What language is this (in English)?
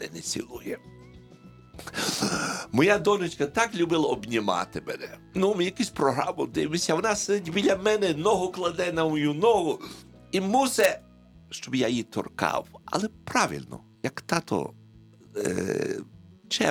Ukrainian